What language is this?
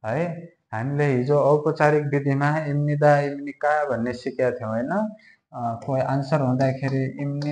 Nepali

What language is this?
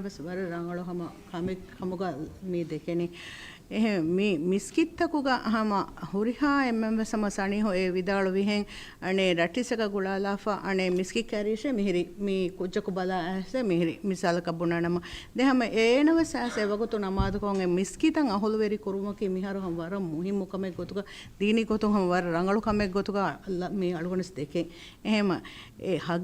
Divehi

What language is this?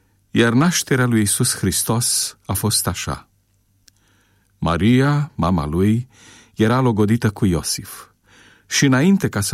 Romanian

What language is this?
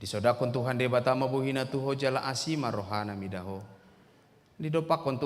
Batak Toba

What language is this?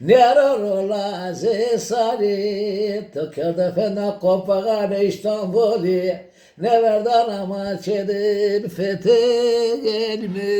Zaza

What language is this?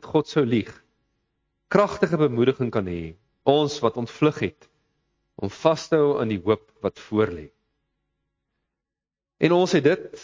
Afrikaans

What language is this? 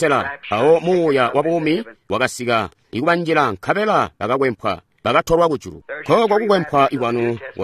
Tonga (Zambia)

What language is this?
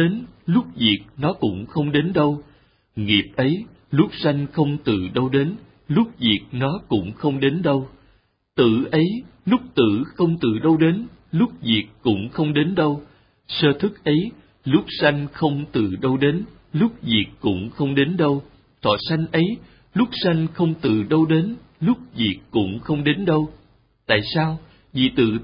Vietnamese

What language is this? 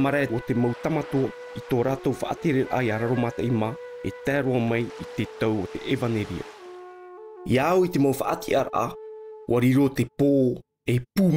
Tahitian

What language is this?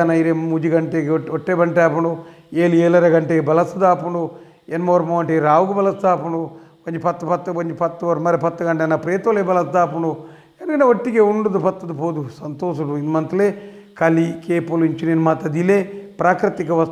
Tulu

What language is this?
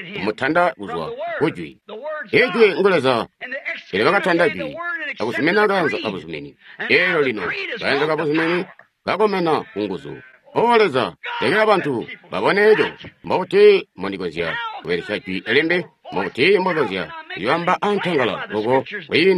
Tonga (Zambia)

